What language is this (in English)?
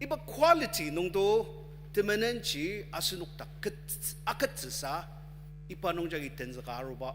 Ao Naga